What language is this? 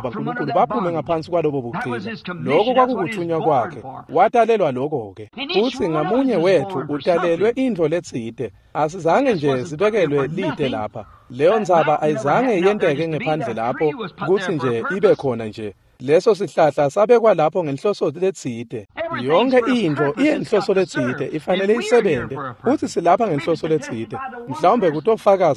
Swati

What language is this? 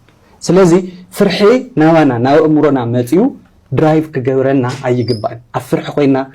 Tigrinya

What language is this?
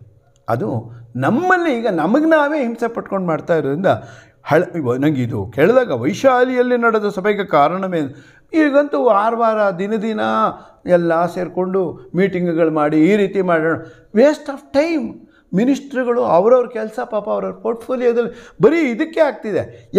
Kannada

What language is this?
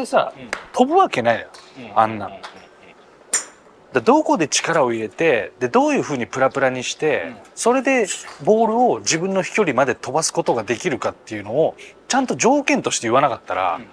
Japanese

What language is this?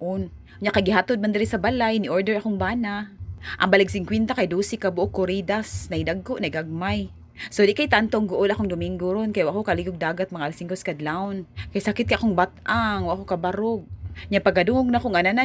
Cebuano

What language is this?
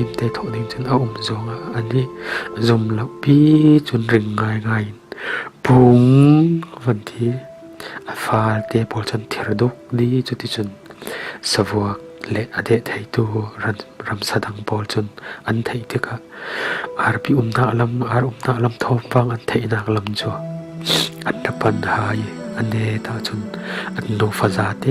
Falam Chin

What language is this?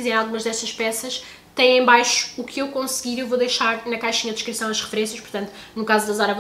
Portuguese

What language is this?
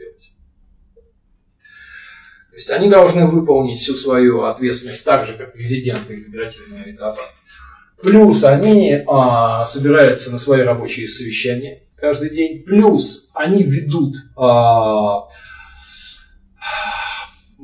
Russian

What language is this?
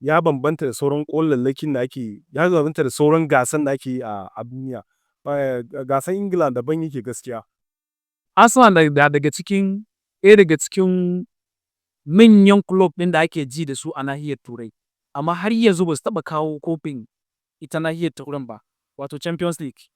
Hausa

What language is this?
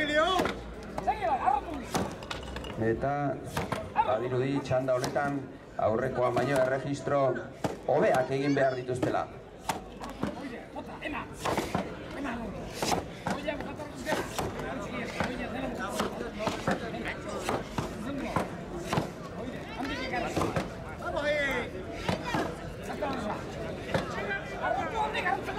Basque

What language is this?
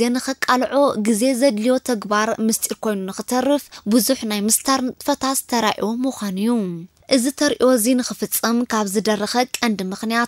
Tigrinya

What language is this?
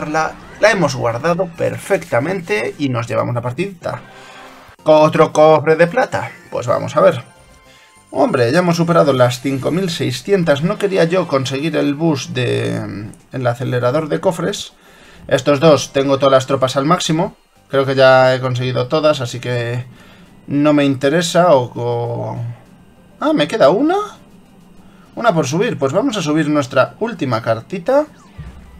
Spanish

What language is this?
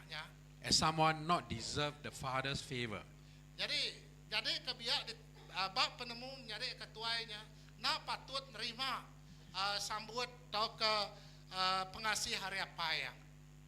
Iban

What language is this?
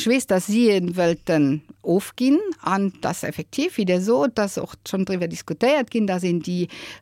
Luxembourgish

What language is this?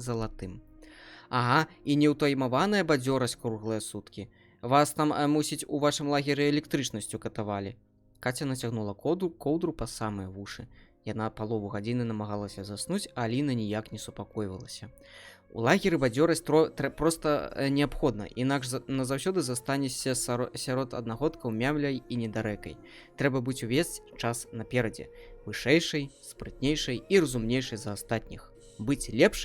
Belarusian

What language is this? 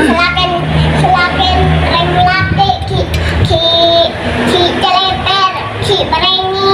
Madurese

